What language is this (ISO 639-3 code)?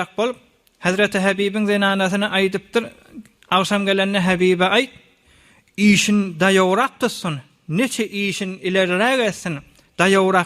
tuk